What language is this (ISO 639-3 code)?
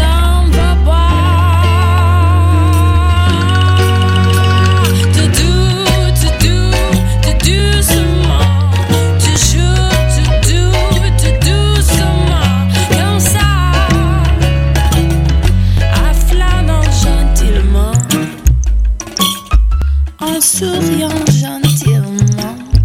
fra